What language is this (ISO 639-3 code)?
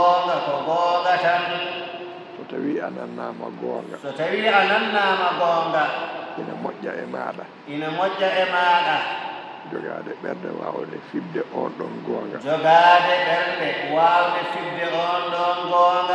ful